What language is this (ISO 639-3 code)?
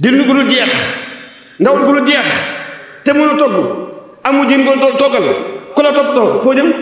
wol